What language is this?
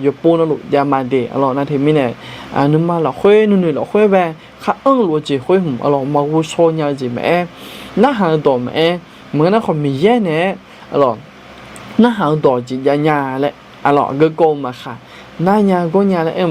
Akha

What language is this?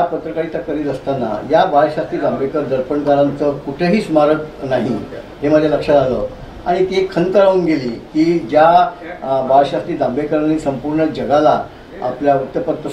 Marathi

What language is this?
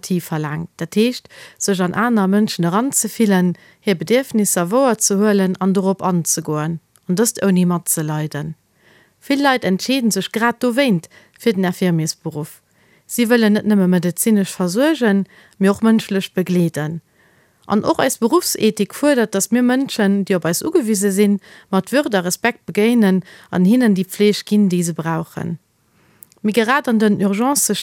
Luxembourgish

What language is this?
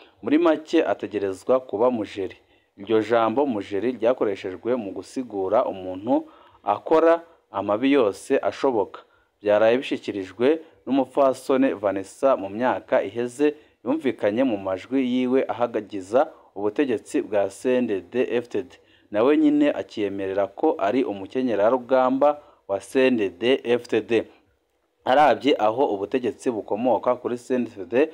Rundi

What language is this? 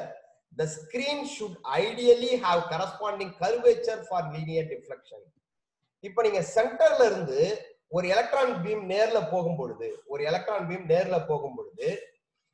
Tamil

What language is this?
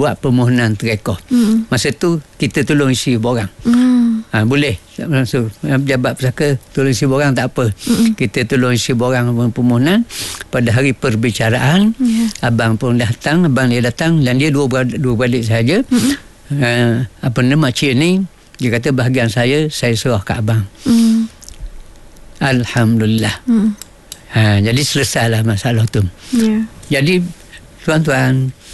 Malay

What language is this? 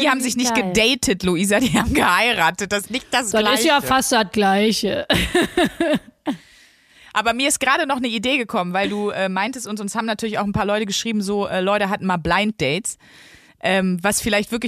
German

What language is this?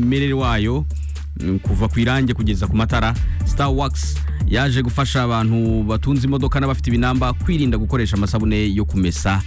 Kinyarwanda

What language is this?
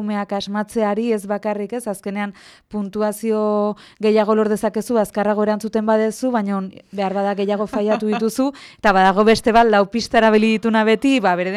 Basque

